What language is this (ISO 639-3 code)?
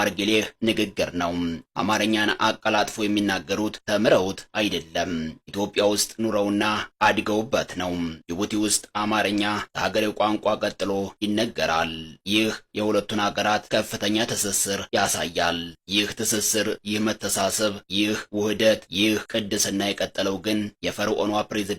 amh